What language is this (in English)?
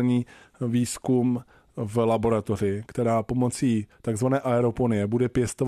Czech